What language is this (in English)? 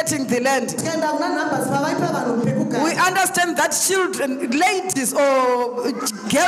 Shona